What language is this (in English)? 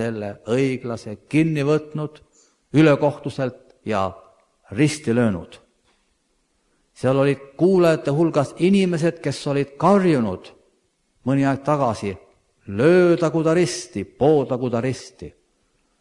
Estonian